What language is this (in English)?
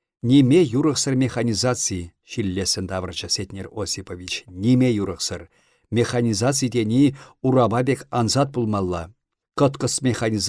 Chuvash